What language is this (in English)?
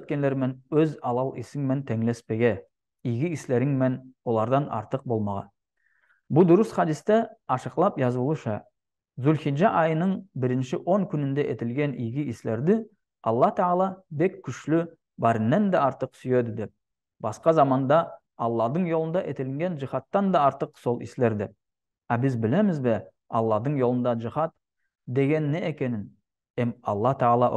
Nogai